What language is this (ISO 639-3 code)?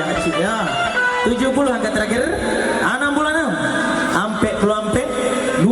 min